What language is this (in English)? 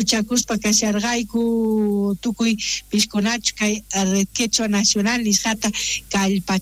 South Bolivian Quechua